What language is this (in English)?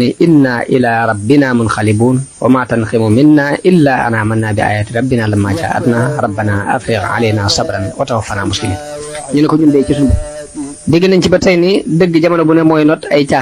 Wolof